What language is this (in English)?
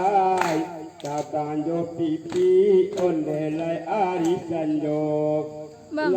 Minangkabau